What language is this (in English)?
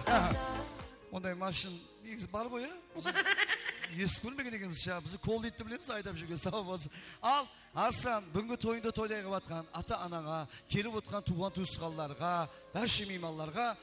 Kara-Kalpak